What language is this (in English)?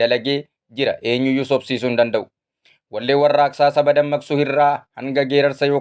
Oromo